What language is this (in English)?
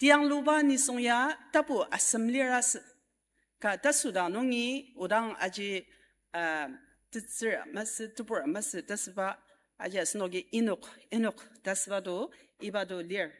Ao Naga